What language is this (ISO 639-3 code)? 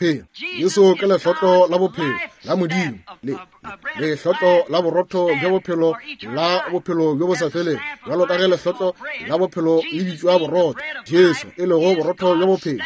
nso